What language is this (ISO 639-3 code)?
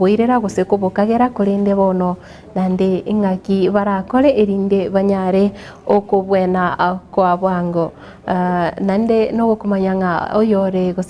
guz